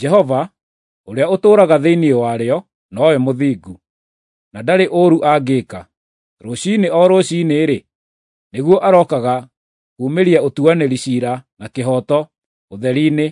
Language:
Kikuyu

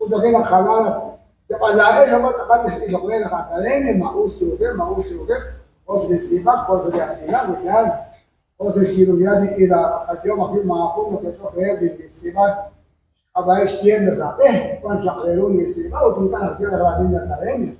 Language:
Kekchí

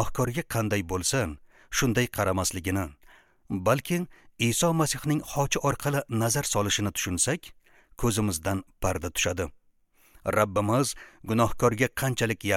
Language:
Uzbek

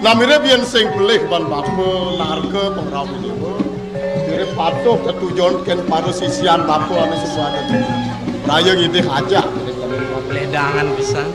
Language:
Balinese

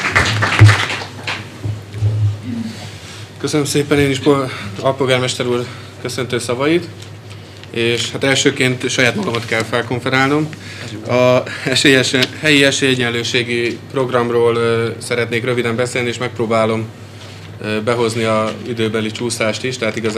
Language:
Hungarian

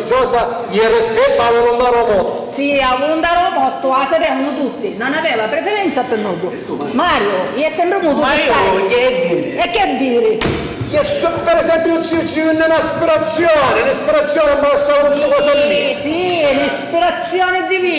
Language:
Sicilian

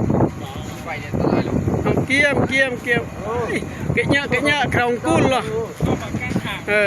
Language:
Lao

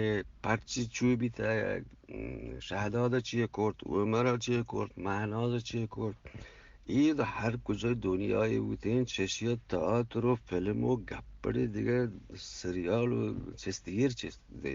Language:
Eastern Balochi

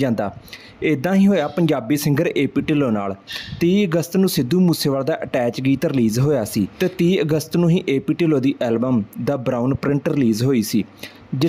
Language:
Punjabi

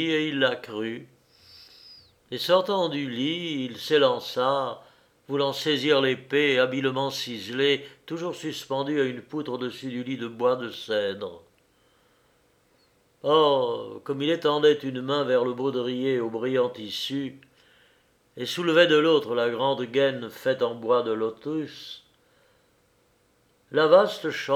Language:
French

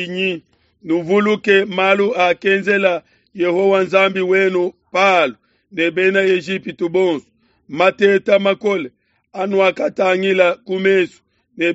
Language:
Luba-Lulua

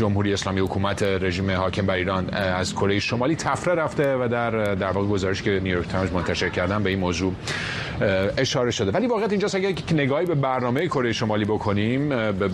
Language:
Persian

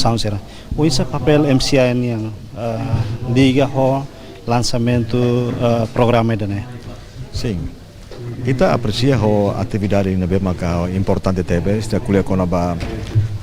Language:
Tetum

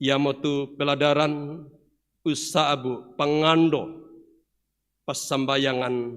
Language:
Toraja-Sa'dan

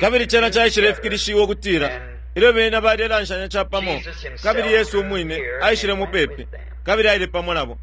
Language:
Bemba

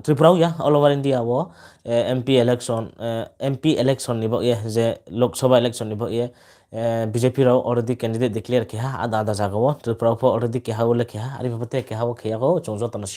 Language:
Riang (India)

